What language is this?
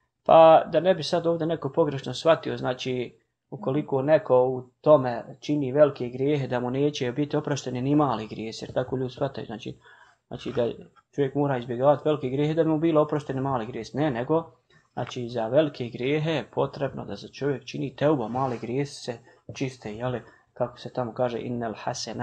Bosnian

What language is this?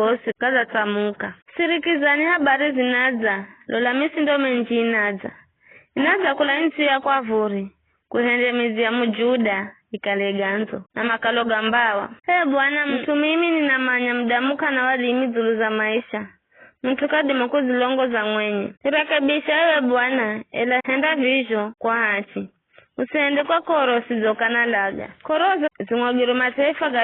Giryama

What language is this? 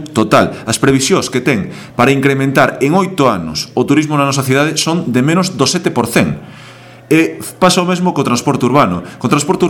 Galician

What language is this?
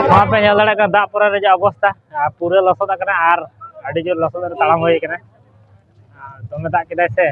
Santali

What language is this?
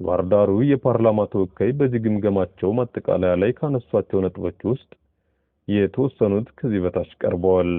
Amharic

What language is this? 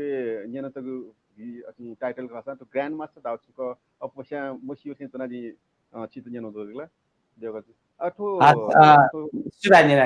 Newari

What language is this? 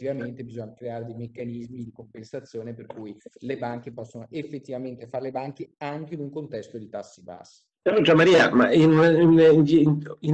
Italian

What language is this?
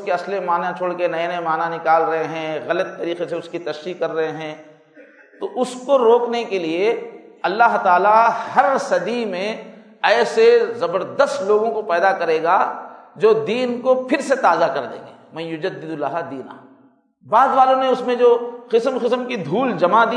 Urdu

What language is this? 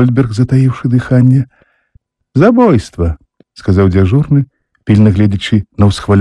Belarusian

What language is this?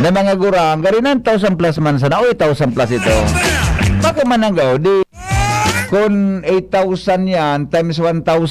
Bikol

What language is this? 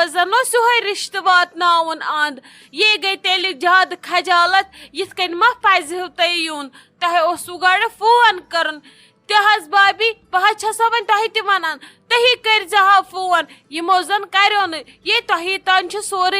Kashmiri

